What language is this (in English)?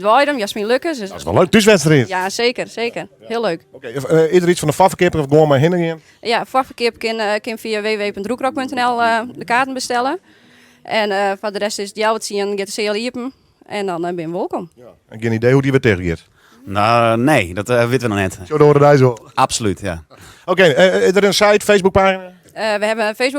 Western Frisian